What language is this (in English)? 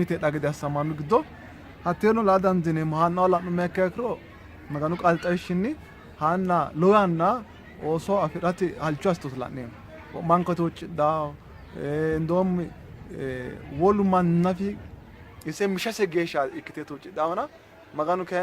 Sidamo